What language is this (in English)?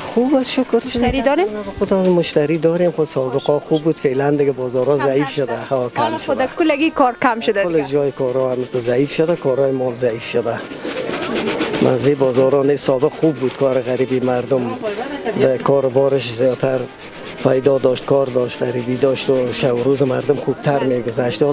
Persian